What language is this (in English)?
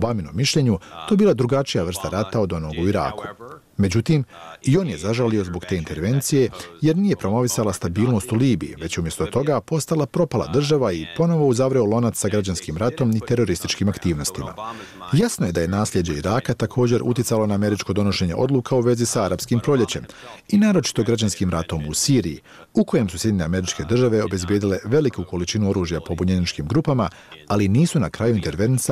Bosnian